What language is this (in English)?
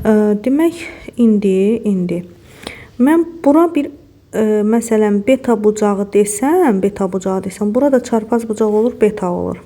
Azerbaijani